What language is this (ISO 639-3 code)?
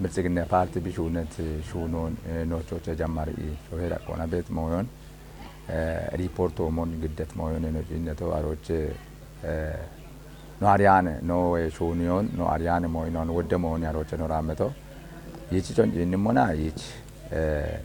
kbr